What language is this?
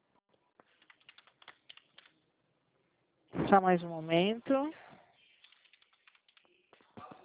Portuguese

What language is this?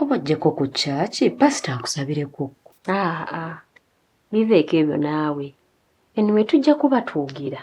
Ganda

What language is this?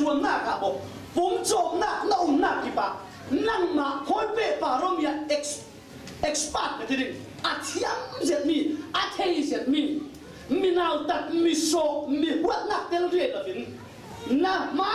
Falam Chin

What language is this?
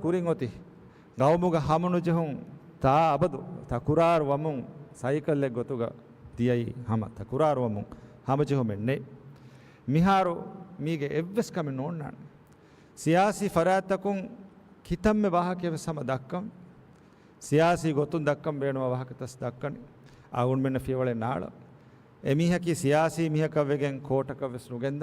Divehi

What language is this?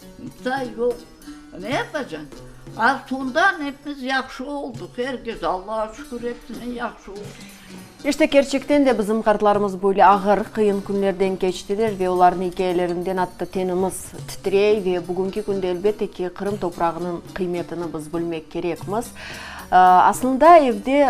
Crimean Tatar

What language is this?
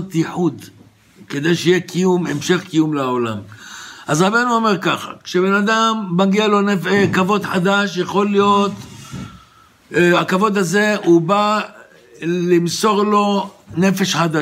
Hebrew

